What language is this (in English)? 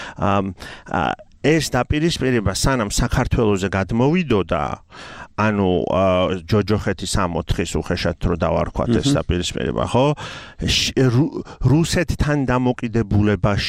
Georgian